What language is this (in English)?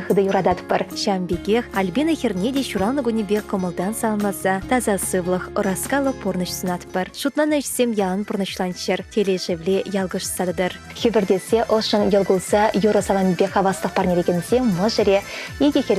Chuvash